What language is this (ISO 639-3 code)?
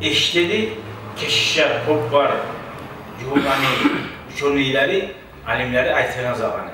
kum